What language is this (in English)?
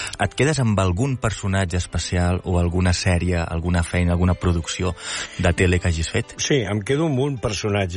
Catalan